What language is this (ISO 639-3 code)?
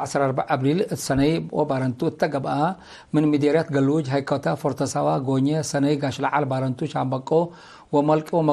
tig